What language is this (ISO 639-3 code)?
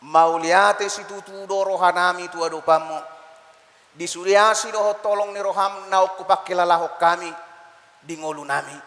bbc